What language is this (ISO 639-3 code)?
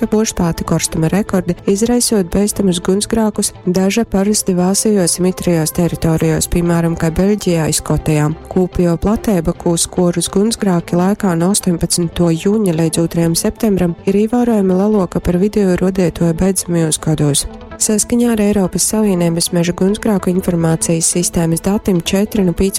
ltg